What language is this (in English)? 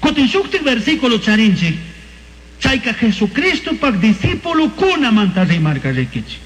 Chimborazo Highland Quichua